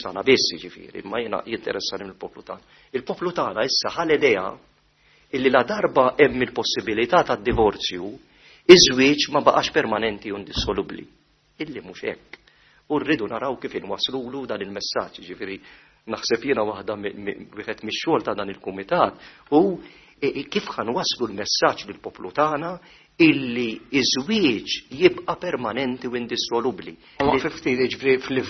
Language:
Maltese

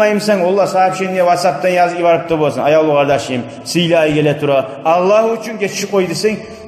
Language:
Kumyk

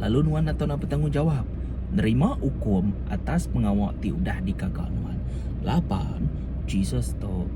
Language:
Iban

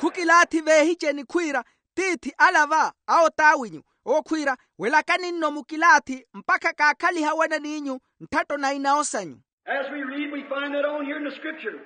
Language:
Makhuwa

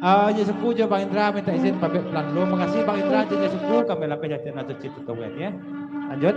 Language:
Minangkabau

